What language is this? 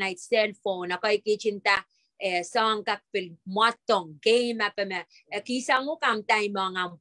Pohnpeian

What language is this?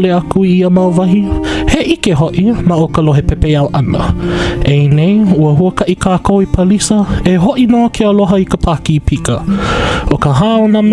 Hawaiian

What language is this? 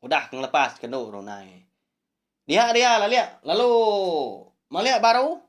Iban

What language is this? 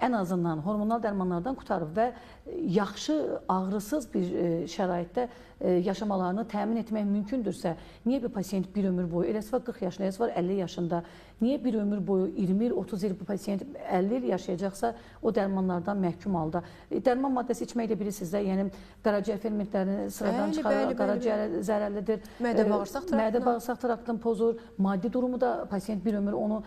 Azerbaijani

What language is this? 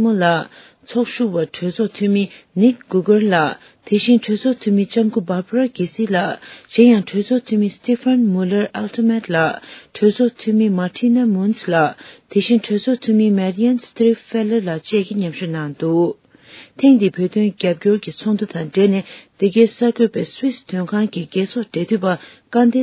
Tibetan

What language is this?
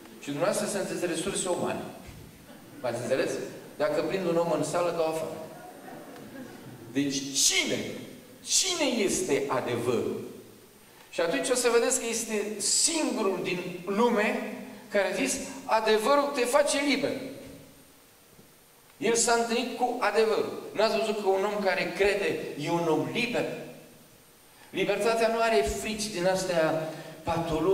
Romanian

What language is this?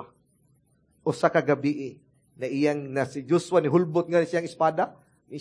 Cebuano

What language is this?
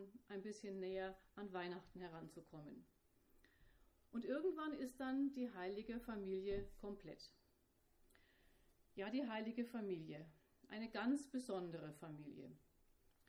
German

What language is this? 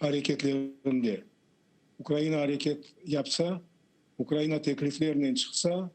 Crimean Tatar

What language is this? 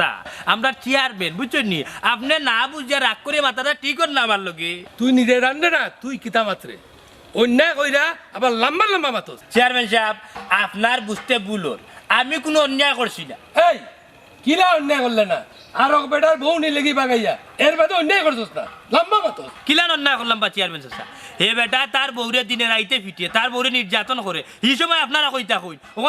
Sylheti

